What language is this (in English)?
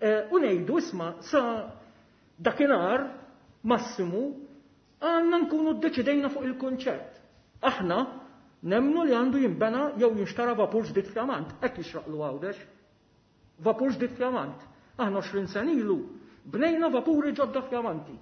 Maltese